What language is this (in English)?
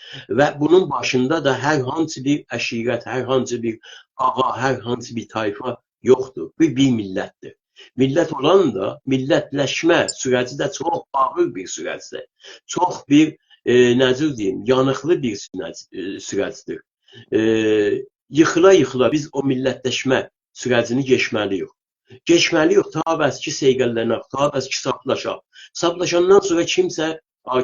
South Azerbaijani